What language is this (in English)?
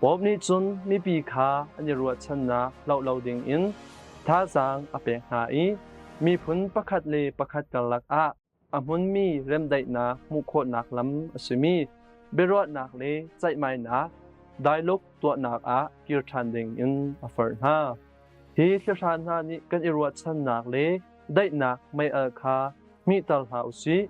Hakha Chin